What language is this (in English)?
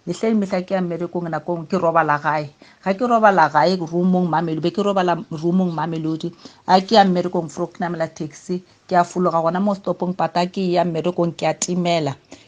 Northern Sotho